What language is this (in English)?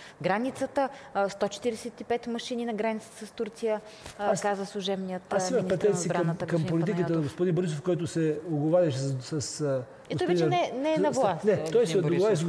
Bulgarian